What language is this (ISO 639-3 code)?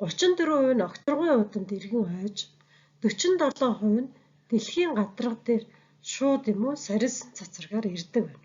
mon